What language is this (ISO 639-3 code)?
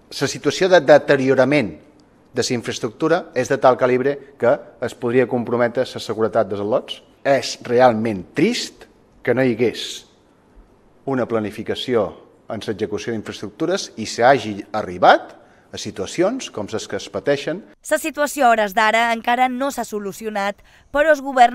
cat